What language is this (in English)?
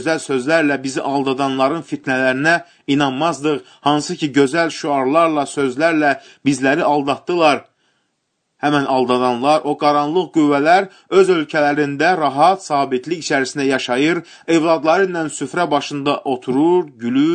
Azerbaijani